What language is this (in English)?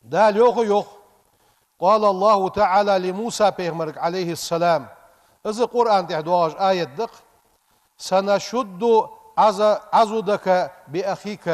Ingush